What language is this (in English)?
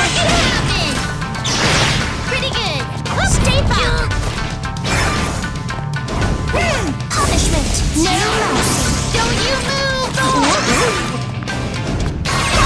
English